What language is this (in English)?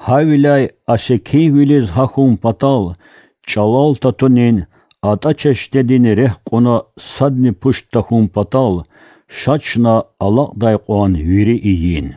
Lezghian